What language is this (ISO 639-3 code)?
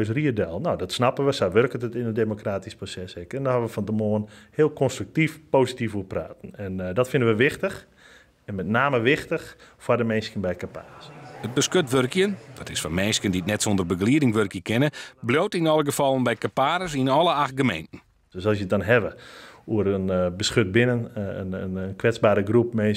fry